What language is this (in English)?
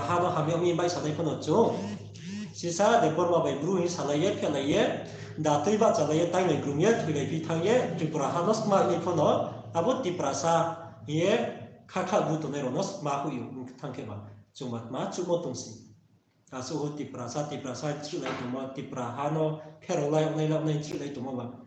Riang (India)